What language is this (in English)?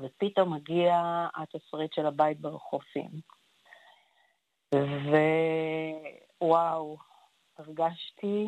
Hebrew